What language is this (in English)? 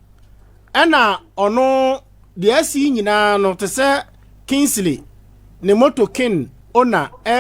Akan